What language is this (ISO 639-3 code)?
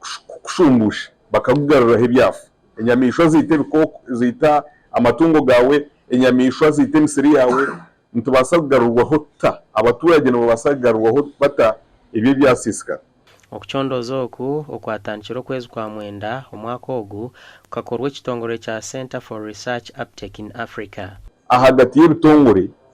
nyn